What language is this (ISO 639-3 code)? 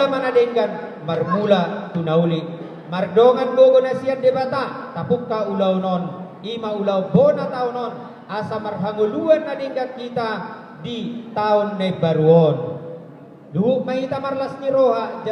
bbc